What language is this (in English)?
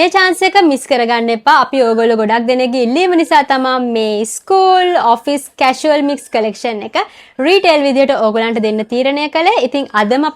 Sinhala